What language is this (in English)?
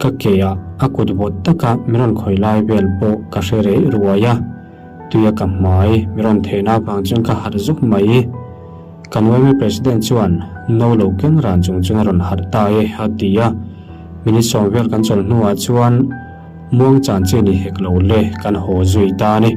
Mizo